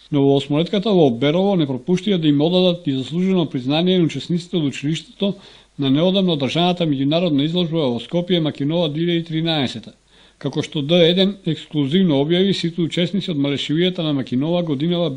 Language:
Macedonian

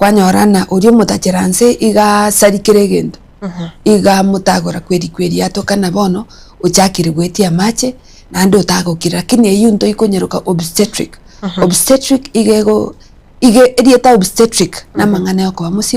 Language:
Gusii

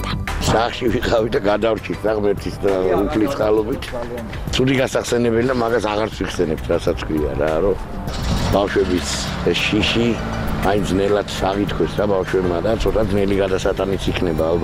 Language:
Georgian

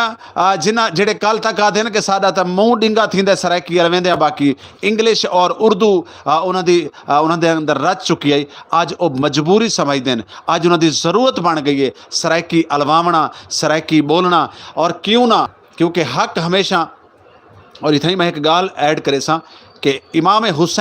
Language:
Saraiki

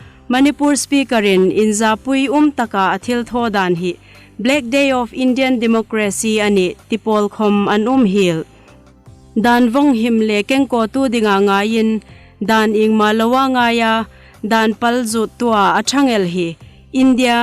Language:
Hmar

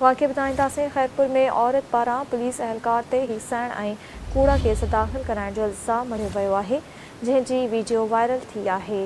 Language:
Sindhi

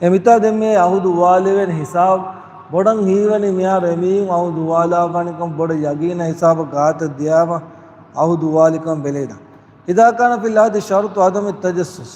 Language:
Divehi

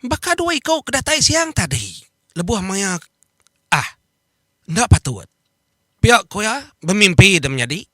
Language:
Iban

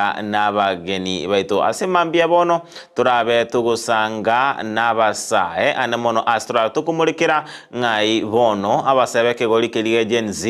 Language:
Gusii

